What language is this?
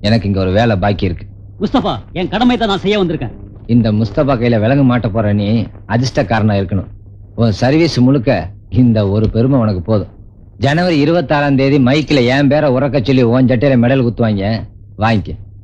Tamil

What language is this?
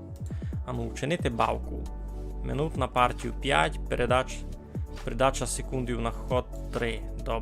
Rusyn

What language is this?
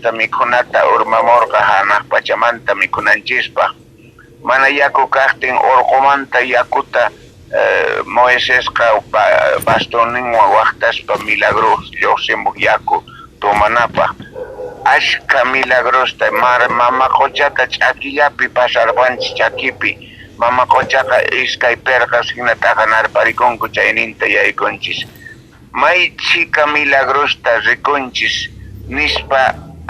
South Bolivian Quechua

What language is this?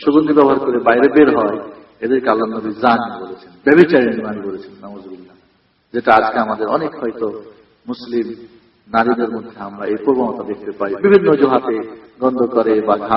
Bangla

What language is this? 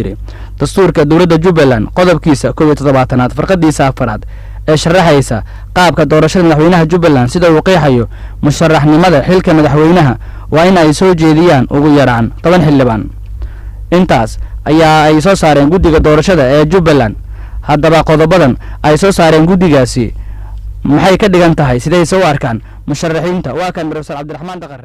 Somali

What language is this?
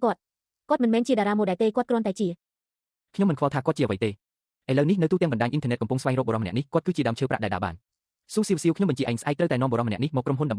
Khmer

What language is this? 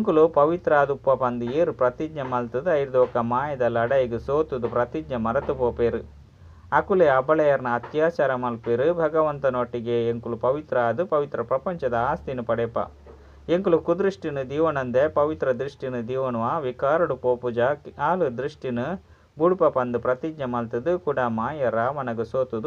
Tulu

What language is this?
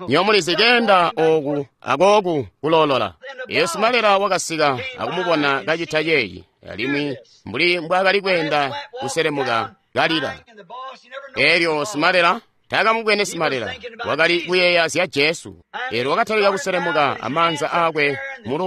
Tonga (Zambia)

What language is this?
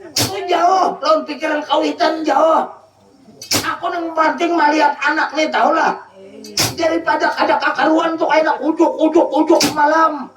Banjar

